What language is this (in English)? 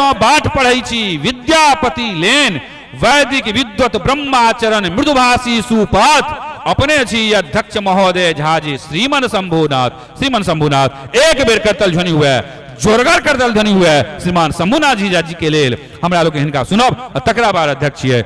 Maithili